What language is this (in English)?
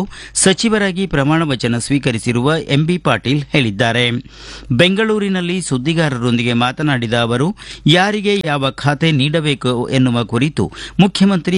Kannada